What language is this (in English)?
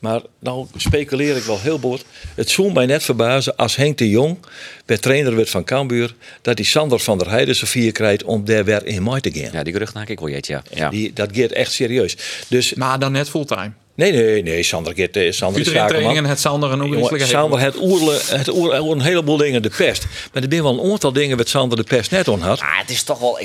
Western Frisian